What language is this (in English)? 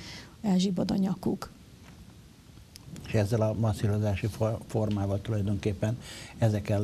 Hungarian